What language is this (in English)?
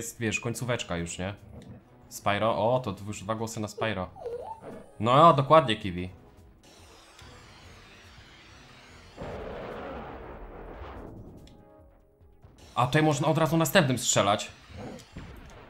Polish